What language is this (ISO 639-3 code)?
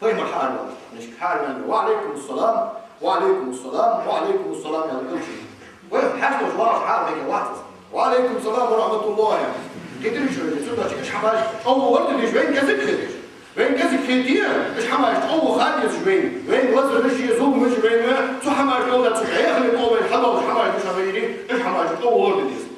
inh